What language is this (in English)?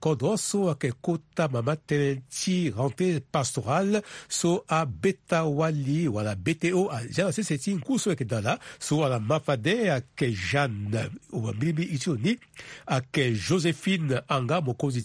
Sango